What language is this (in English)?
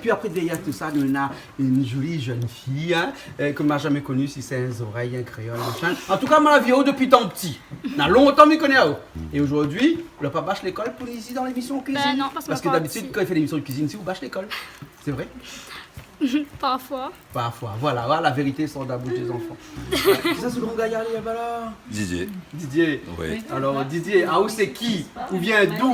Réunion Creole French